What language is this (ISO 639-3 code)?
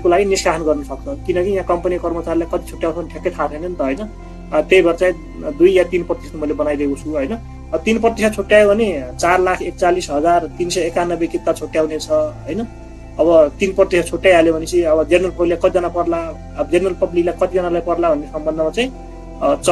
nep